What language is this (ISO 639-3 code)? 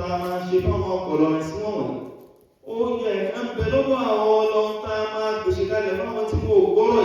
yor